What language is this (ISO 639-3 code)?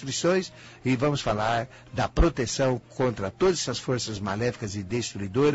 por